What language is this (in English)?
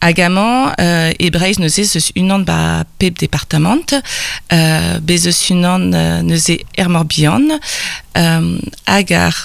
Breton